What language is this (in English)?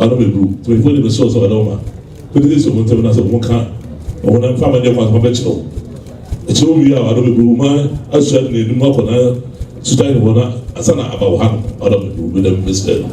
Akan